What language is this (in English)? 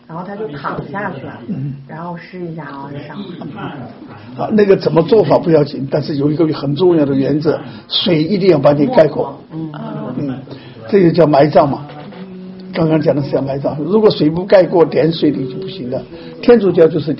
Chinese